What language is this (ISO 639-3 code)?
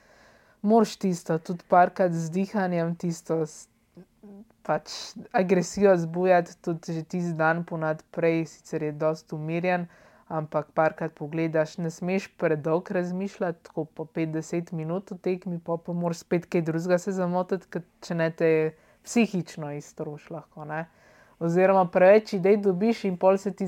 slv